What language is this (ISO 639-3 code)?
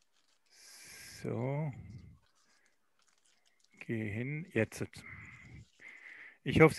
deu